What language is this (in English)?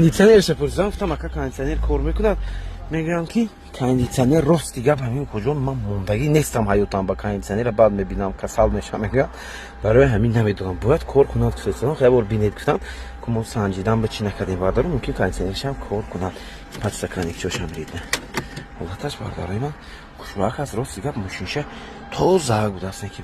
Tajik